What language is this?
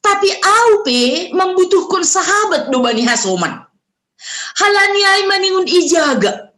Batak Simalungun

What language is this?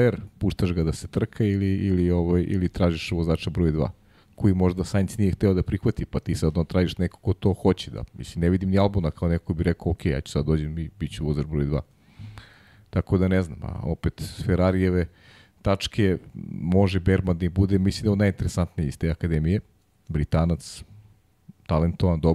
Serbian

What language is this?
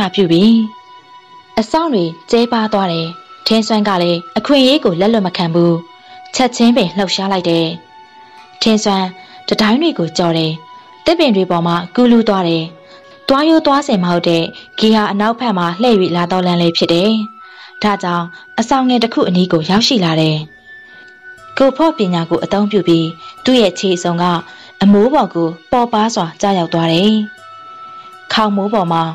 Burmese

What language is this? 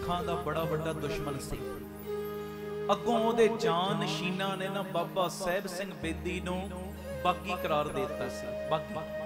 Punjabi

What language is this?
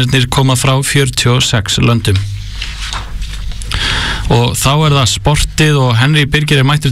Icelandic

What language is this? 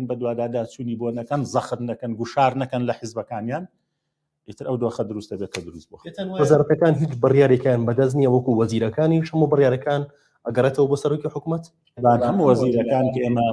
Central Kurdish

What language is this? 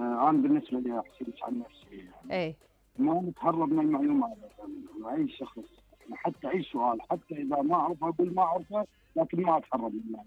Mesopotamian Arabic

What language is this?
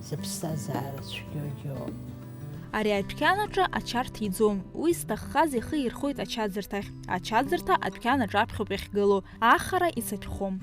Abkhazian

